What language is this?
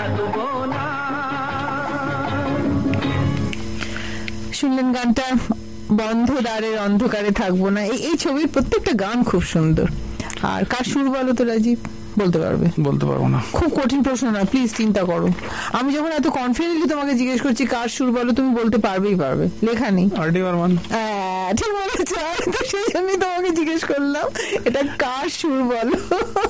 Bangla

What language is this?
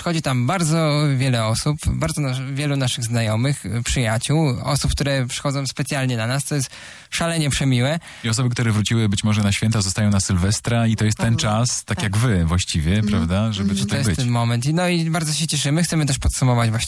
Polish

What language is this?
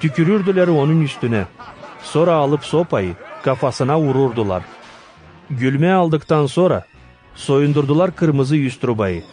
Gagauz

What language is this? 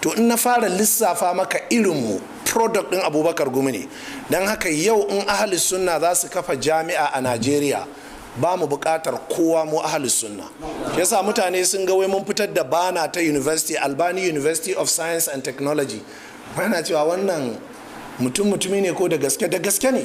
Hausa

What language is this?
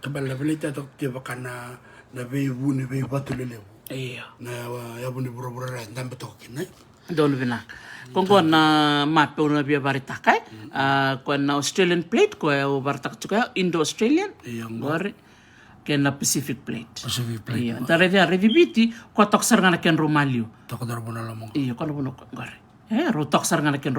Fijian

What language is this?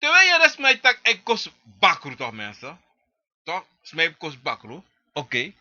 Sranan Tongo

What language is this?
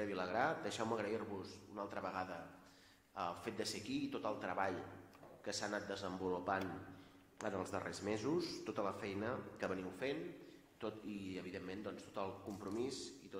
Catalan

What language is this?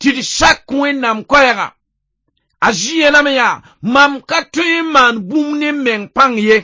Mossi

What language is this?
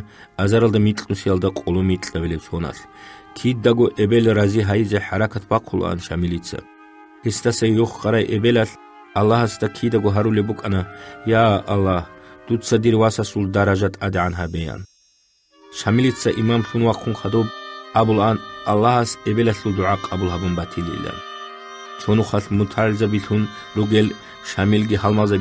Avaric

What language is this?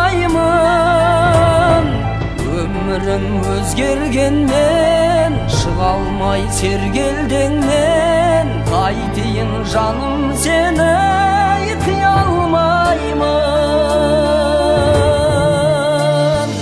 Kazakh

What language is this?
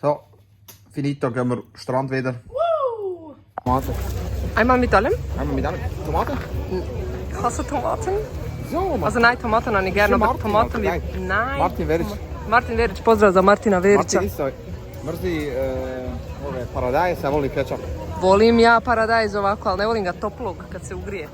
Swiss German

